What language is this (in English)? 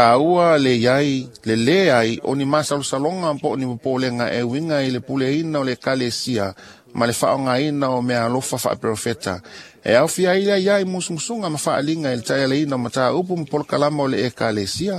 Samoan